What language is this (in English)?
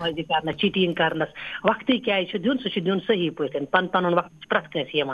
Kashmiri